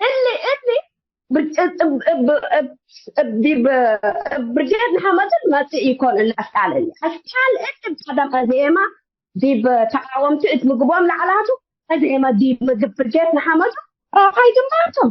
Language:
Tigre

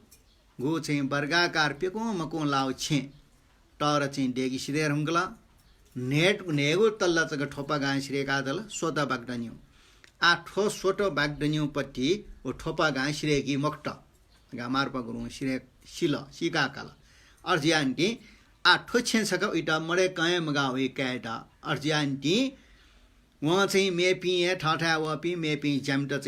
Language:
Newari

